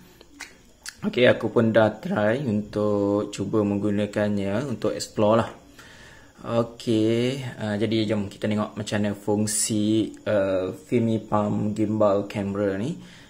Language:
Malay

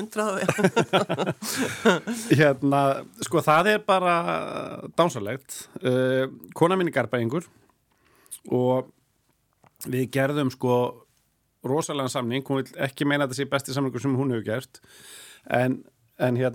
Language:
Icelandic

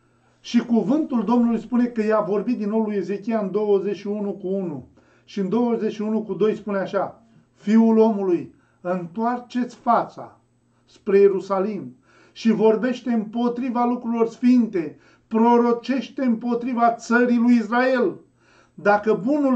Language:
Romanian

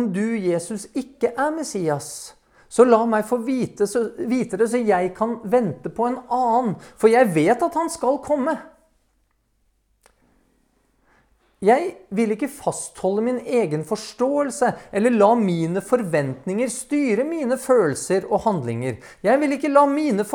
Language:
Norwegian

